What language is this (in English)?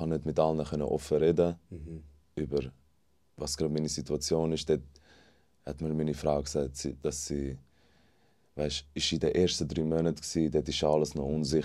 Swiss German